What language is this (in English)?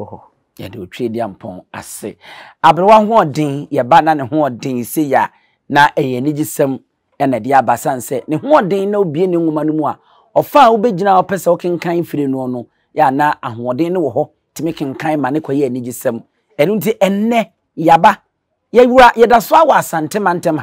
Akan